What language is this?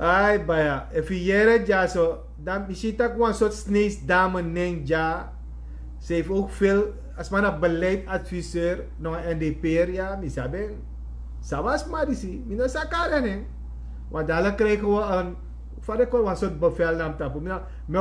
Sranan Tongo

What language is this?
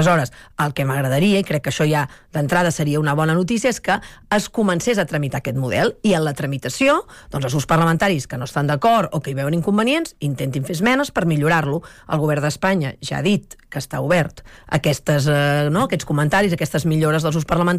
Catalan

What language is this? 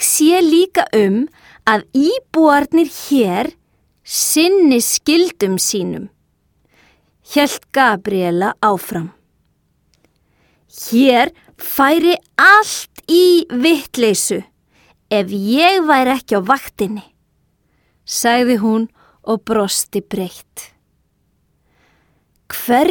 Icelandic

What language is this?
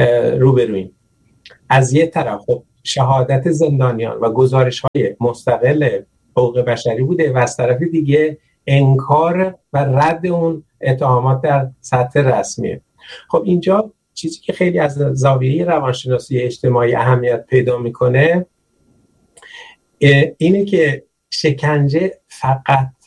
Persian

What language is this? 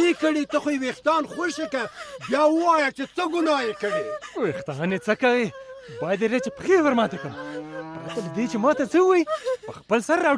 Pashto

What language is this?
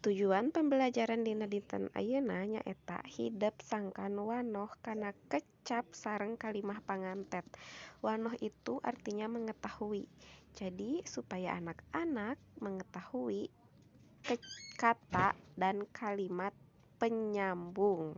Sundanese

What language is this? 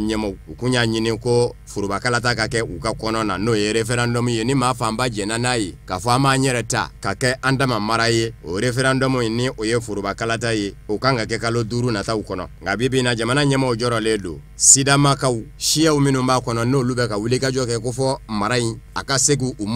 Bambara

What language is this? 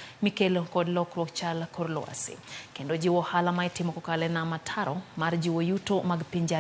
Luo (Kenya and Tanzania)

